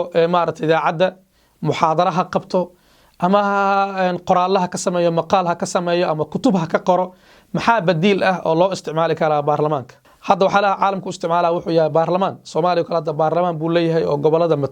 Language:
Somali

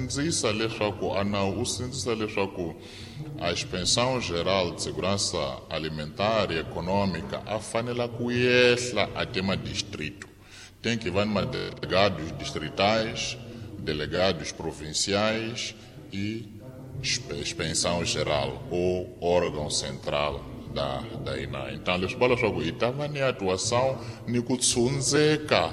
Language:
Tsonga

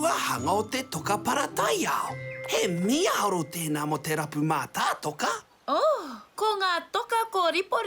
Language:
Māori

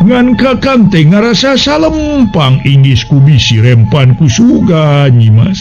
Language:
Sundanese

